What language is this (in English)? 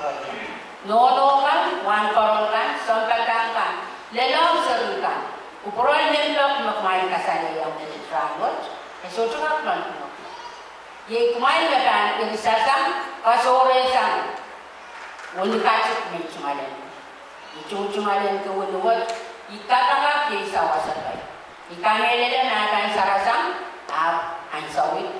Pohnpeian